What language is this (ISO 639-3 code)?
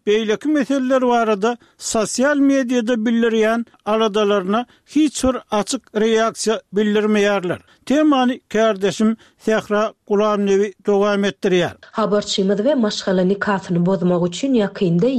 tuk